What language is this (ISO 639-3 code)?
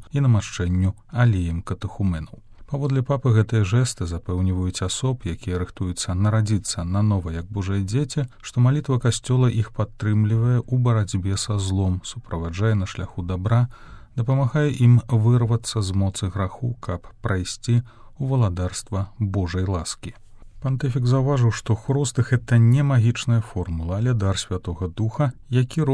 bel